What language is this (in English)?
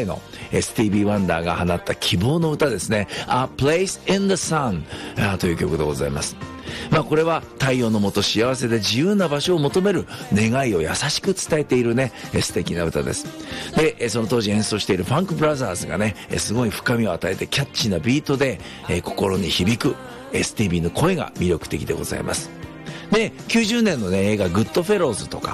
Japanese